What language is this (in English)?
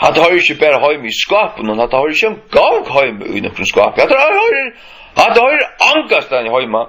Faroese